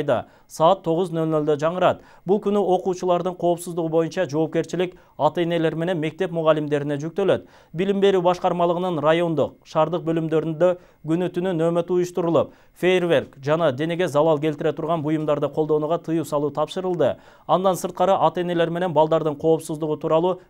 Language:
Kyrgyz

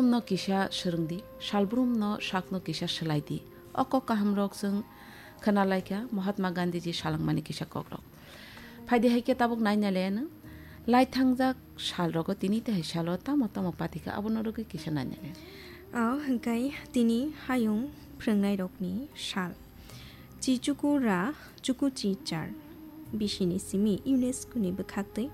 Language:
Kok Borok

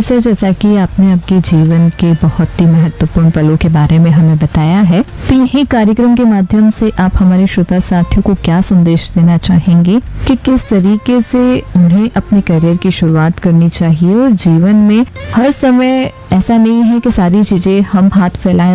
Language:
Hindi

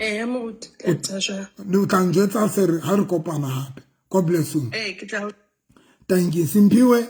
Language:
Southern Sotho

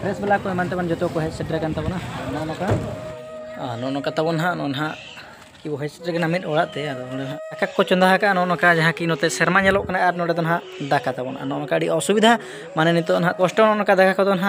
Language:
Santali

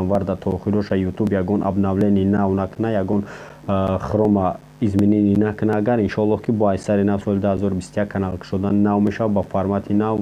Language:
Tajik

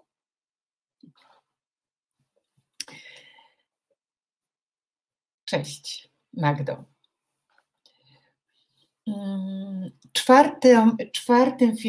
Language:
Polish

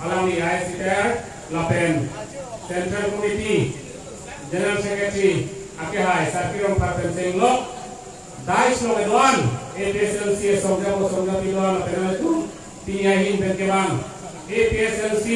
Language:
Karbi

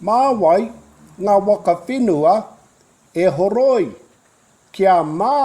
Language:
Māori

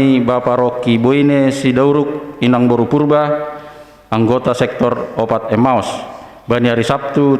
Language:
Batak Simalungun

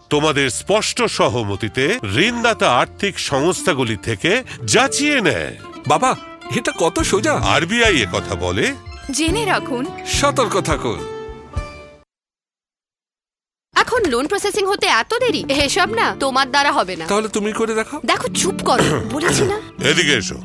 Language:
Bangla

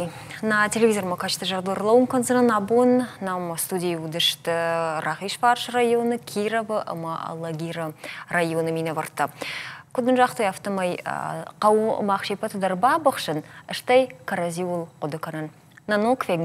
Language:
Ossetic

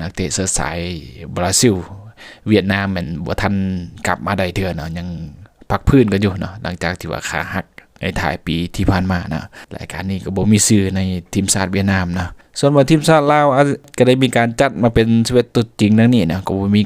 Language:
Lao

